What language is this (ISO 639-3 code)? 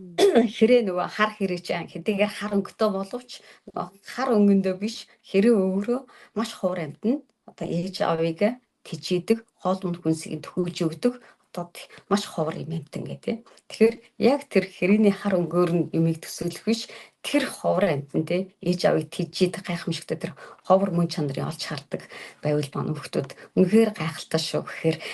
mon